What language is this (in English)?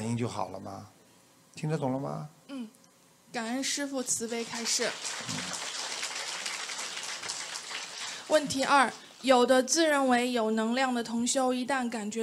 Chinese